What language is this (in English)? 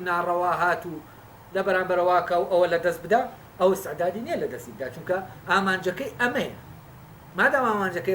Central Kurdish